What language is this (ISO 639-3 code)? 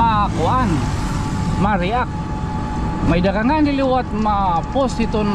war